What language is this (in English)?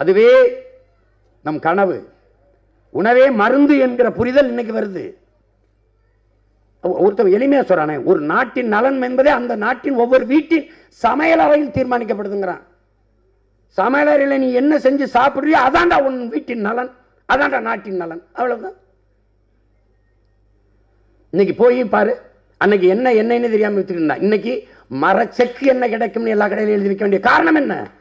Tamil